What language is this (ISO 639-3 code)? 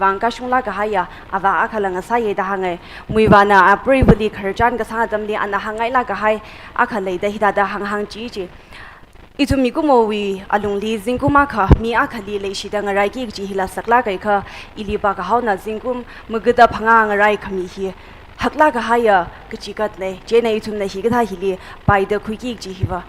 nmf